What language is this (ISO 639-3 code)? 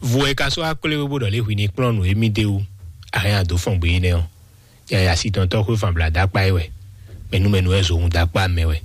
fon